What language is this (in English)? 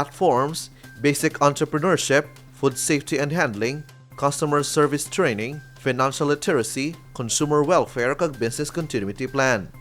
Hiligaynon